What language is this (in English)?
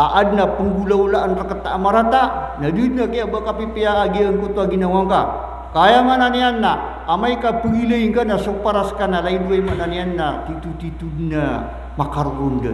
Maranao